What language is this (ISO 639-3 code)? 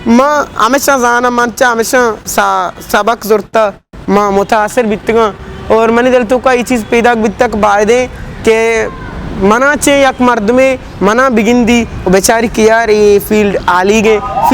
bgp